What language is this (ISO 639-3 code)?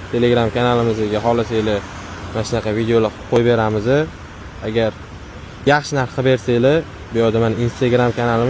uzb